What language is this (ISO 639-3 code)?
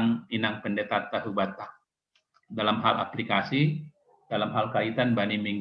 bts